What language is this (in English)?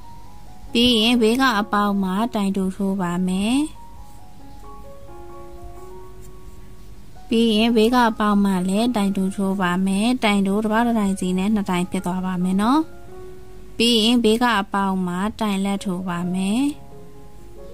Burmese